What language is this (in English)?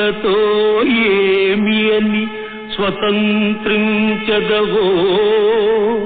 Telugu